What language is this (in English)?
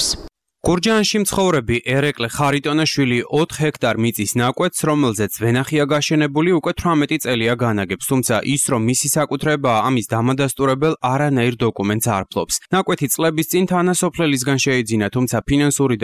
Georgian